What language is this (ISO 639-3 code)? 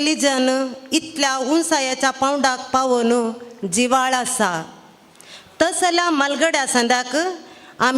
kok